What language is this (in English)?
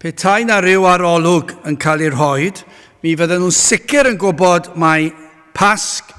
Welsh